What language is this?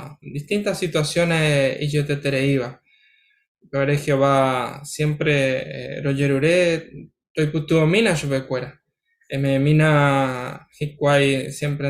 Guarani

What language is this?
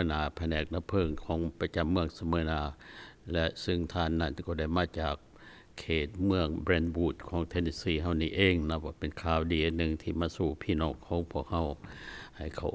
Lao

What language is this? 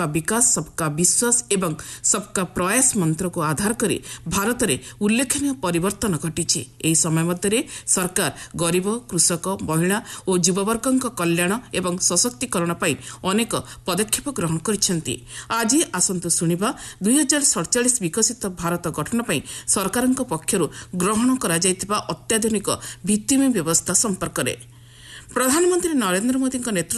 Odia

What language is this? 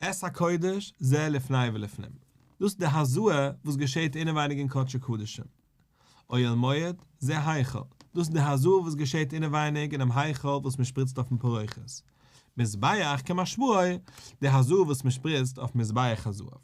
Yiddish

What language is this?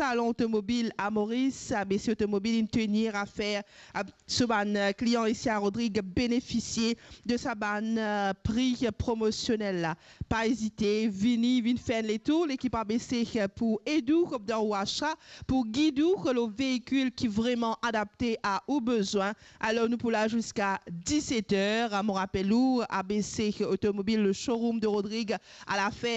Morisyen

